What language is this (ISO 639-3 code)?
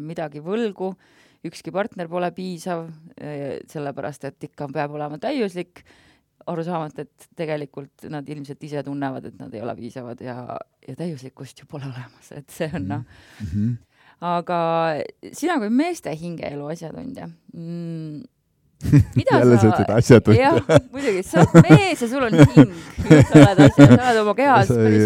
est